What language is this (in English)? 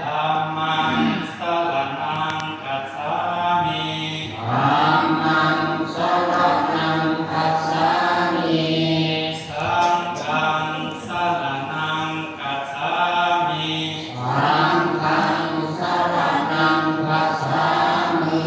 Pali